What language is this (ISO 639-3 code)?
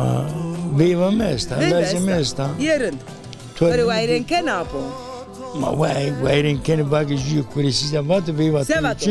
zza